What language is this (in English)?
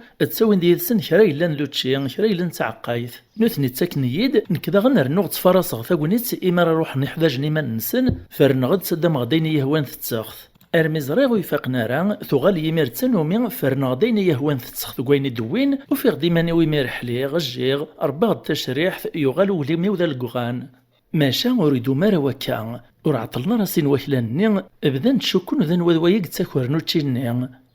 Kabyle